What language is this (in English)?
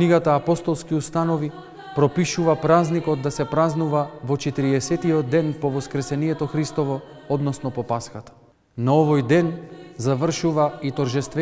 Macedonian